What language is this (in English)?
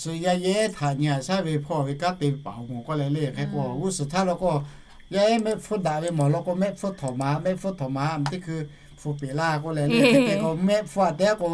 Lahu